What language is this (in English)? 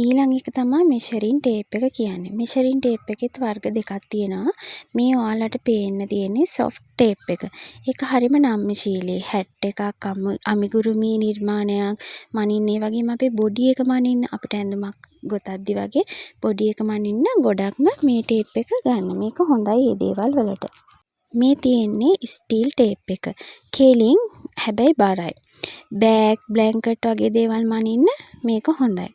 Sinhala